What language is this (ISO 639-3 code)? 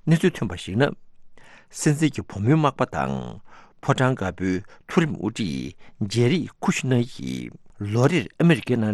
bod